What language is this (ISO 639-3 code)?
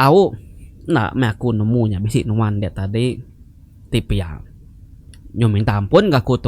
iba